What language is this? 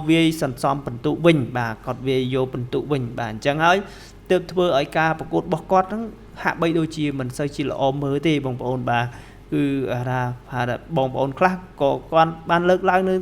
Khmer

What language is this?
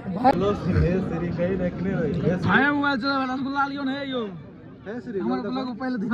Maithili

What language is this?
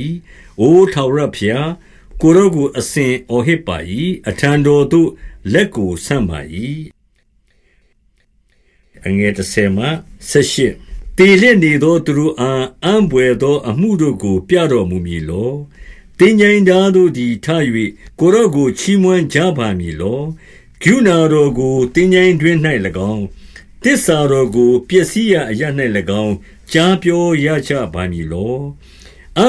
Burmese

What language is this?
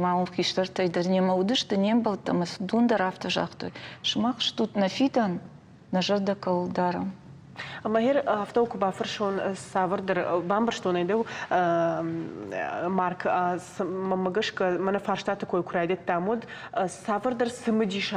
Ossetic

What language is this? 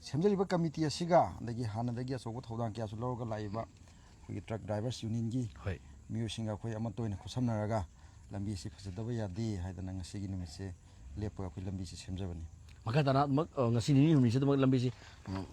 Manipuri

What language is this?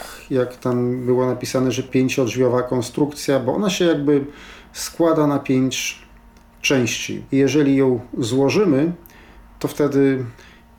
Polish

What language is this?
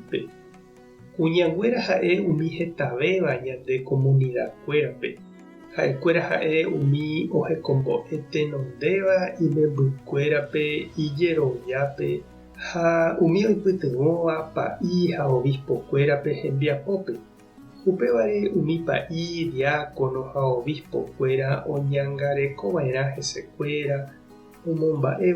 Guarani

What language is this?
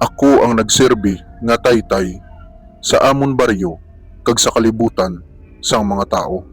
Hiligaynon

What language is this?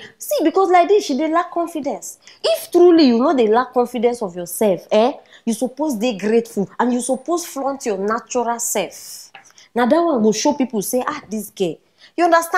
Nigerian Pidgin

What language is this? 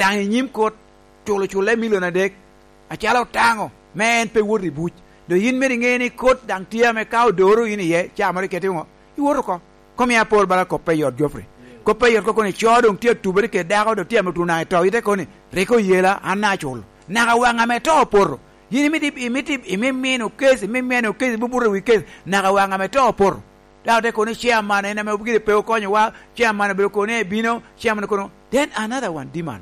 Lango (Uganda)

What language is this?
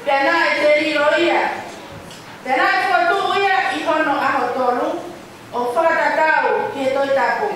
Tongan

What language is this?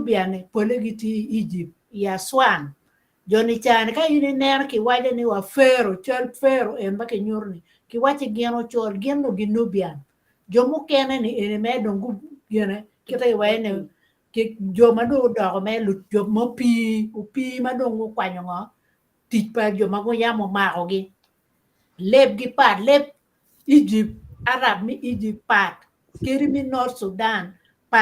Acoli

